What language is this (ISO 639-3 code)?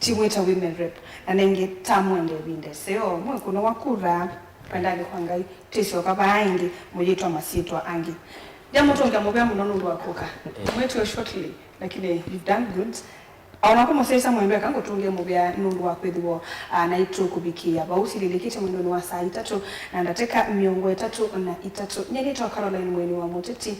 kam